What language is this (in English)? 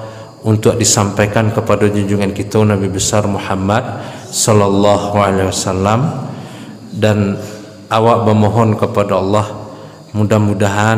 Minangkabau